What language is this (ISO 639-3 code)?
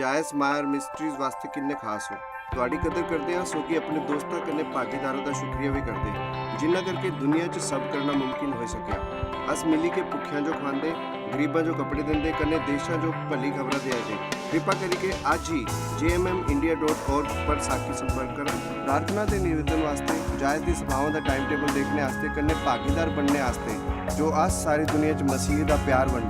doi